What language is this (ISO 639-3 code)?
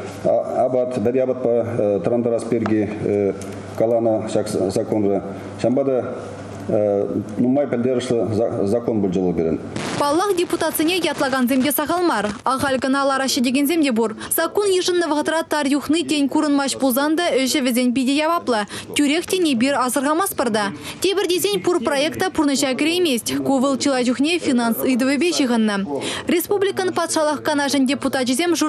chv